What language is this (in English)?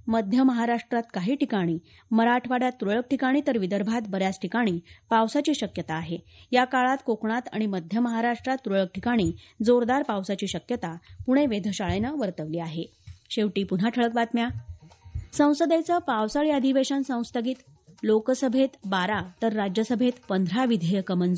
Marathi